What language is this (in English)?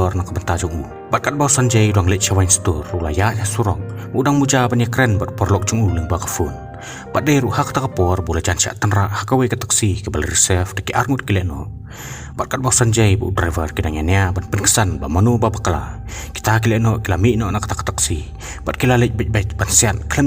Khasi